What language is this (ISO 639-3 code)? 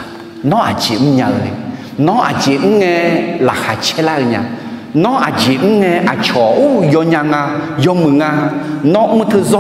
ahk